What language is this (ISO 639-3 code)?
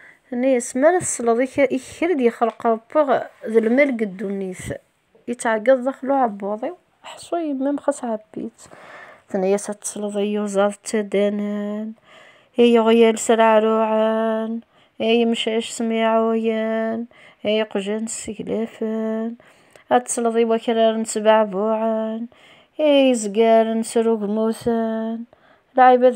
kab